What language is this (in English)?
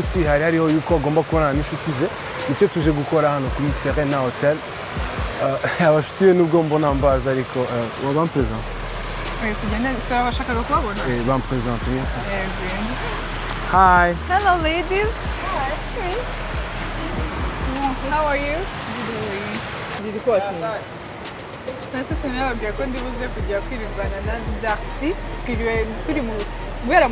Kinyarwanda